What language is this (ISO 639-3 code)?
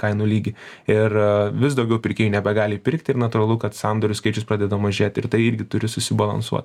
lit